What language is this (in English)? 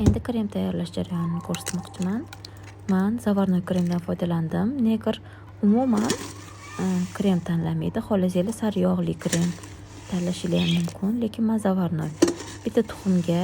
Uzbek